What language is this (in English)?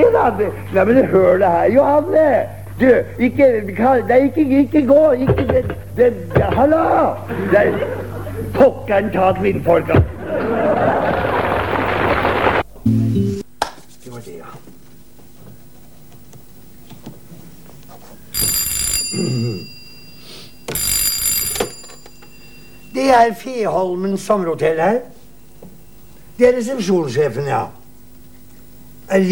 Norwegian